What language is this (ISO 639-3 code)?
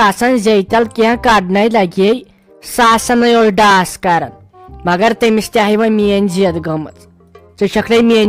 kas